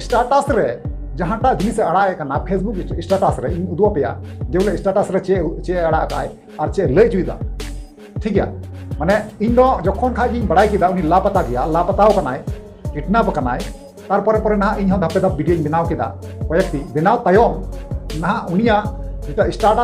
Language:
Santali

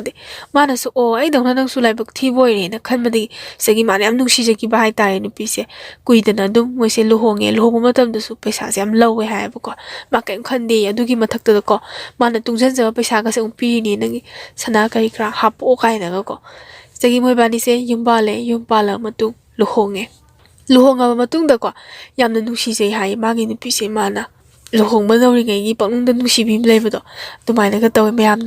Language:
Manipuri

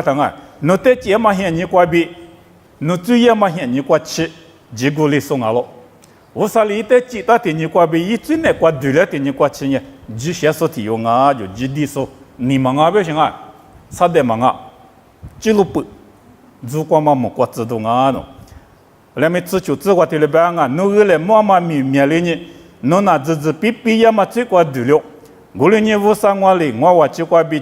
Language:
Lisu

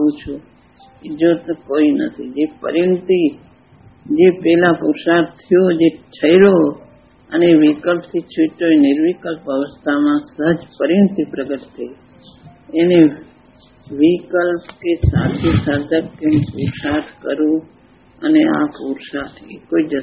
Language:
Gujarati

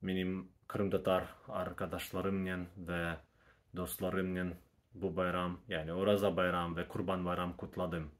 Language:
Crimean Tatar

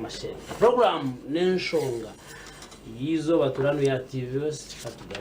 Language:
Nyankole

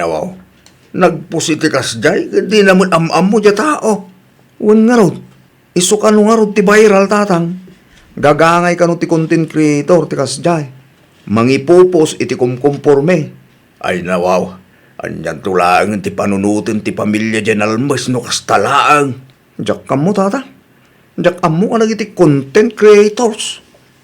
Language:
Iloko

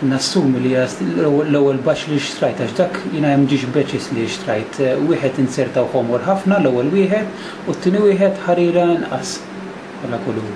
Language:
Maltese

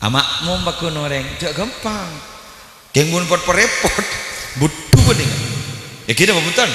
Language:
Madurese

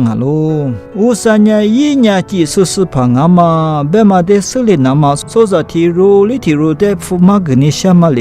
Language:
Lisu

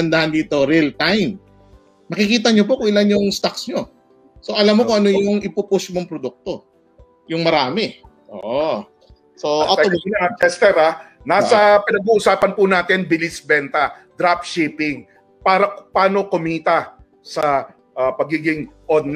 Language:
Filipino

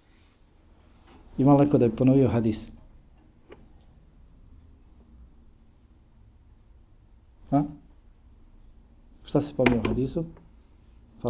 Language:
Bosnian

